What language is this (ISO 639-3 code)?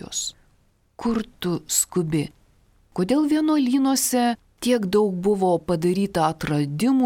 lit